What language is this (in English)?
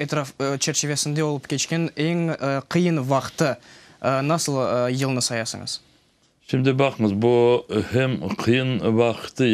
Crimean Tatar